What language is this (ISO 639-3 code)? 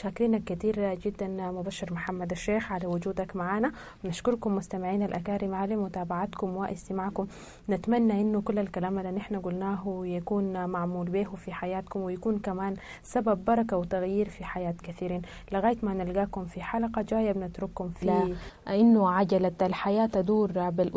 apd